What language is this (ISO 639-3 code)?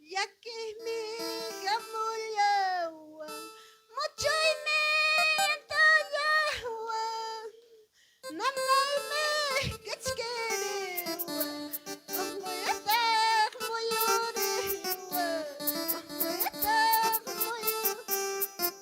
quy